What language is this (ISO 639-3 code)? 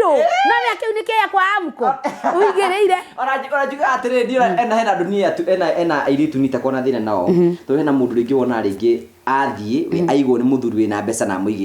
kik